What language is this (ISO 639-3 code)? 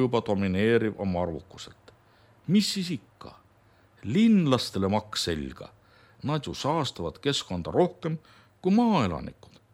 est